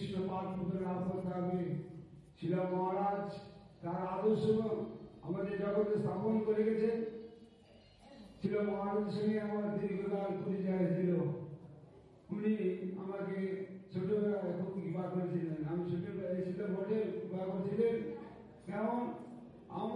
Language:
Bangla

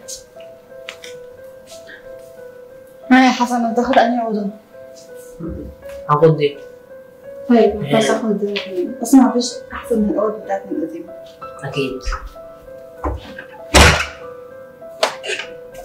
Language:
Egyptian Arabic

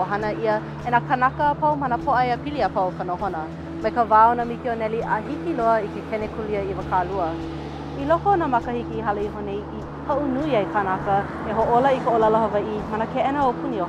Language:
Hawaiian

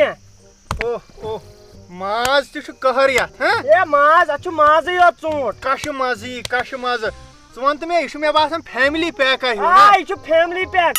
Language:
Kashmiri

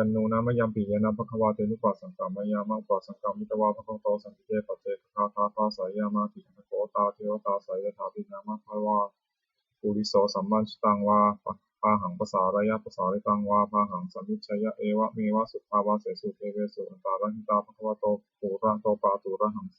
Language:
Pali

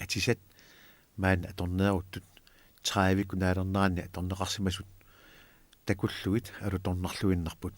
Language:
Kalaallisut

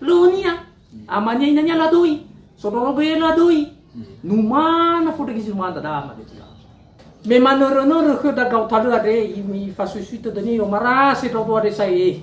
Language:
Nias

